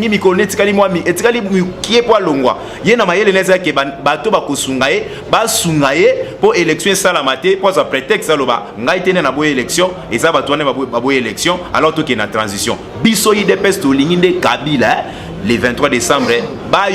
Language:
Lingala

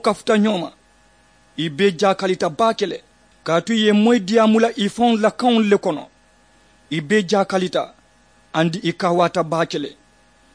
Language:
Mandingo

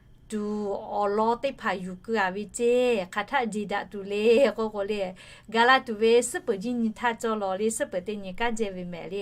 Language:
Lahu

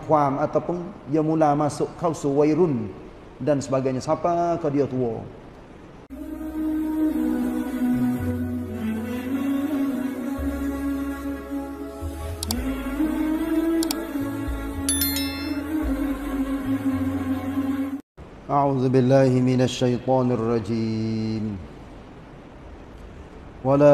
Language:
Malay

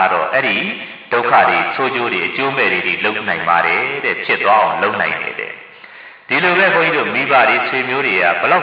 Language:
Burmese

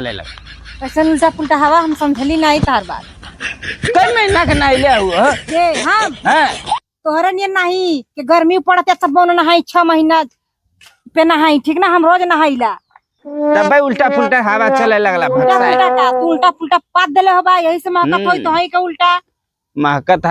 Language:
Bhojpuri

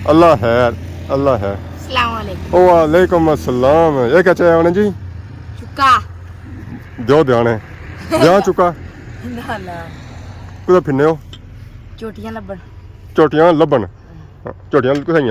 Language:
Pahari-Potwari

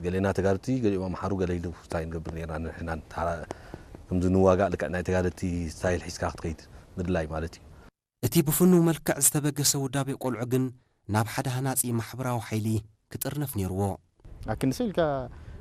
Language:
Tigrinya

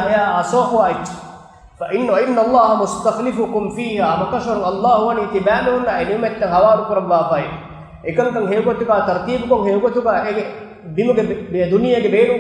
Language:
Divehi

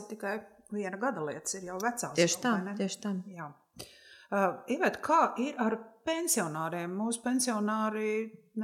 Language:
Latvian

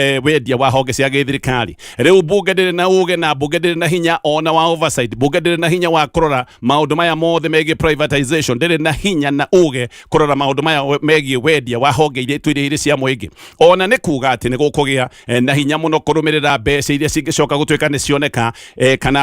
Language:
Kikuyu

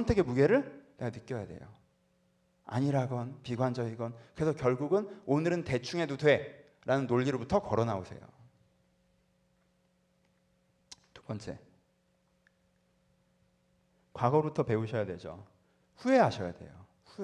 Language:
Korean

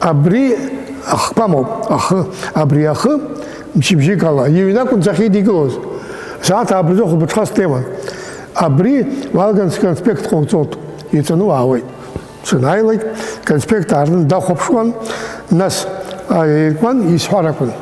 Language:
Abkhazian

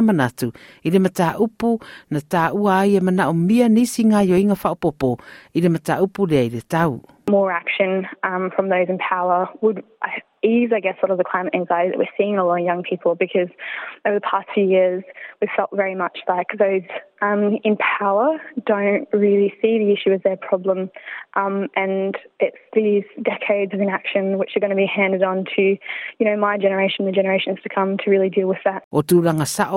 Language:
Samoan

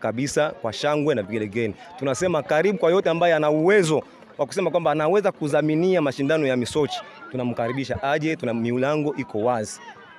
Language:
Swahili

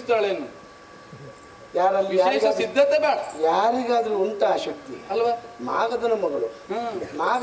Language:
Kannada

